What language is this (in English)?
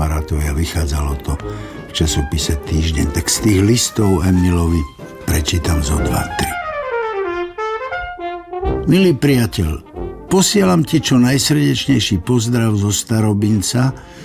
Slovak